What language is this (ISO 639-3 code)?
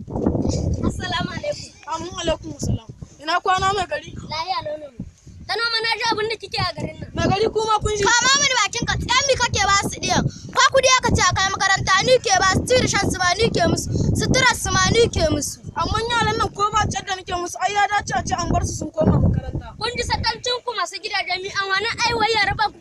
hau